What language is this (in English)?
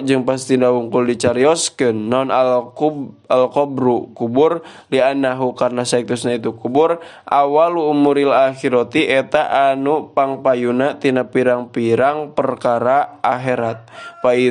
Sundanese